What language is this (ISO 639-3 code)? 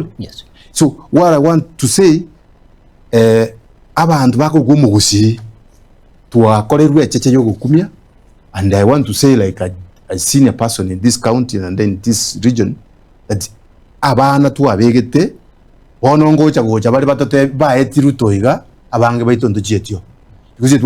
guz